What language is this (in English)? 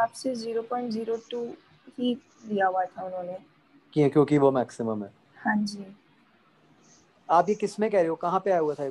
Hindi